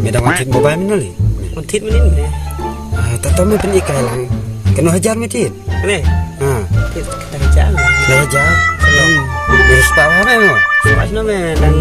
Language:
Khasi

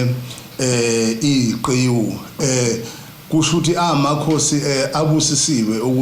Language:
Zulu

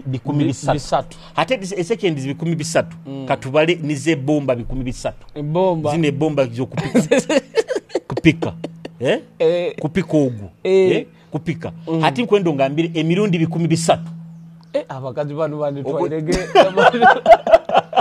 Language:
Nyoro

